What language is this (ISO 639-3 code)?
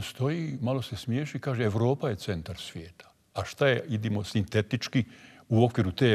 bos